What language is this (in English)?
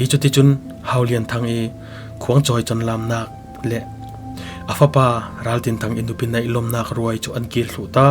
Falam Chin